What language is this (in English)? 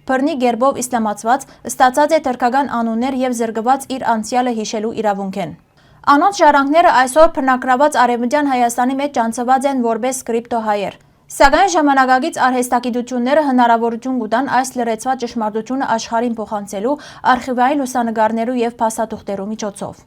Western Armenian